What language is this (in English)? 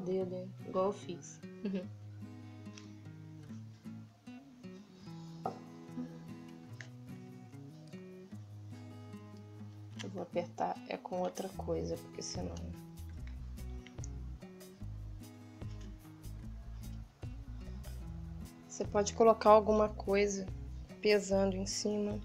Portuguese